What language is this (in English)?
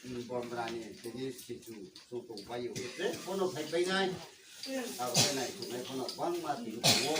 Riang (India)